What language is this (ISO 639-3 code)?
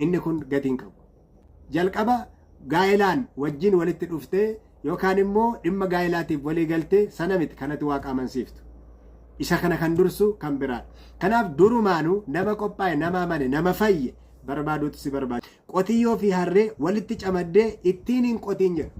orm